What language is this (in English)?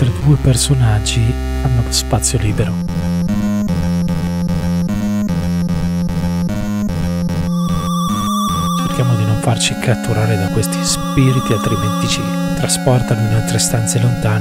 Italian